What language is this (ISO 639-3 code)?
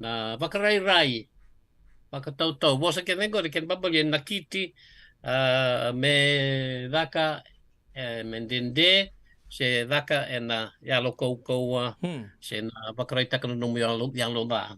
fij